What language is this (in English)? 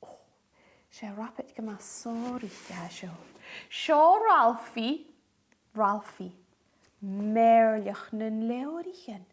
Scottish Gaelic